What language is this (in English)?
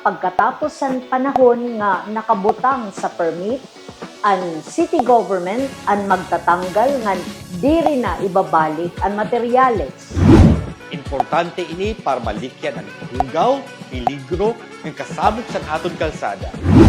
Waray